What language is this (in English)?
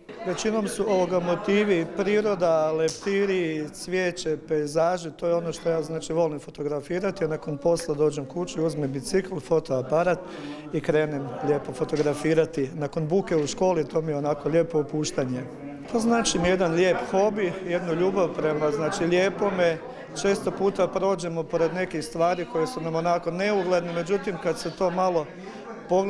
Croatian